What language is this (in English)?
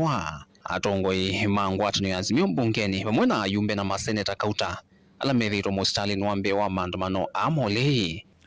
Kamba